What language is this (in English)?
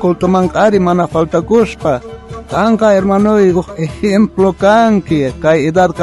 South Bolivian Quechua